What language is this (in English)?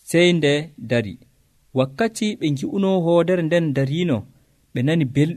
Nigerian Fulfulde